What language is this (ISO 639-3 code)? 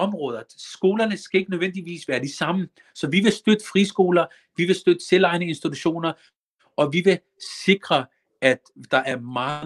dan